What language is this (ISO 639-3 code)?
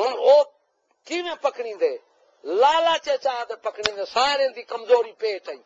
skr